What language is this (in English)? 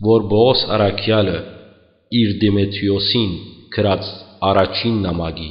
Western Armenian